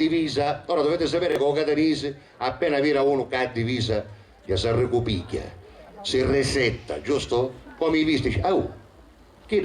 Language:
Sicilian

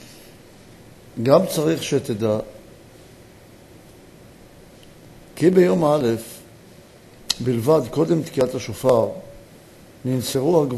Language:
Hebrew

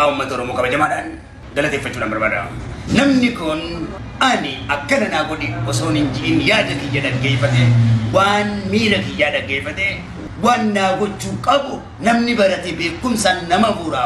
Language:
Oromo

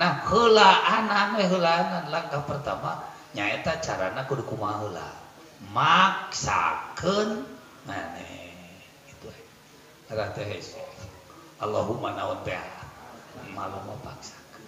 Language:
Sundanese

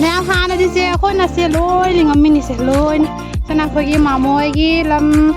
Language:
Manipuri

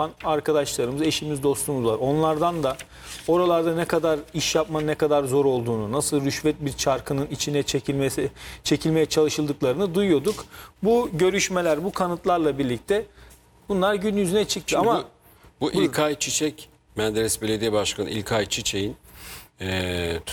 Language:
Turkish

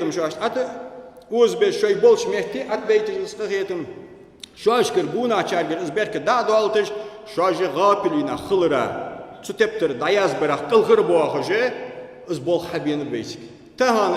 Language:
Ingush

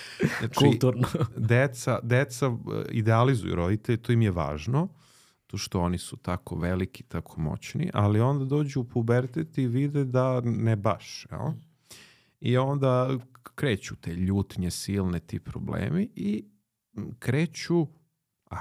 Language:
Serbian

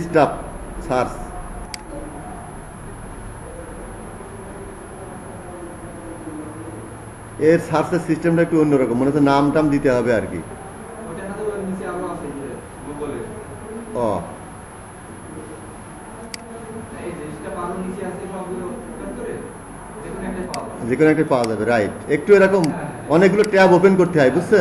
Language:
Bangla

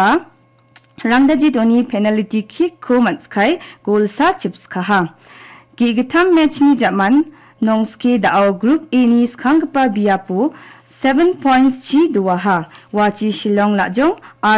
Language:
Garo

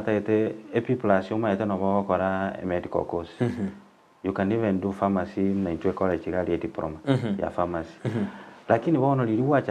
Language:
Gusii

